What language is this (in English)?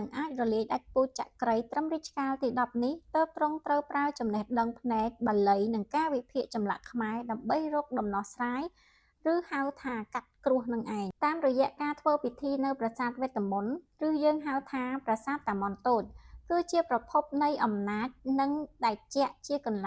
Khmer